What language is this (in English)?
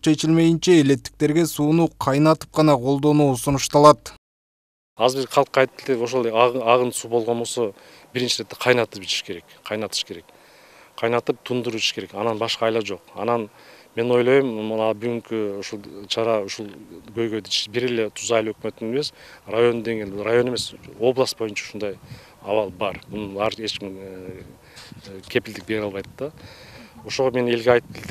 Kyrgyz